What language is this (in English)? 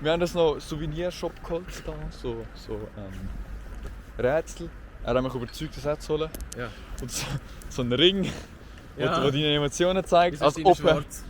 Swiss German